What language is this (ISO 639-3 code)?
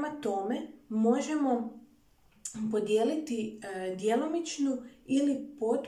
hrv